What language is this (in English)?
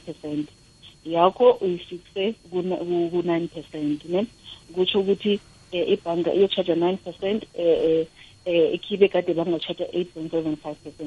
South Ndebele